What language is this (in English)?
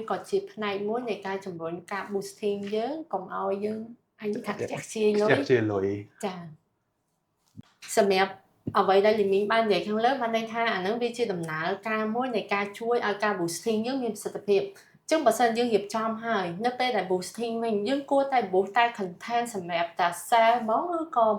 Khmer